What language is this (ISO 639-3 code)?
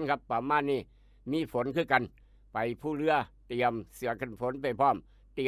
tts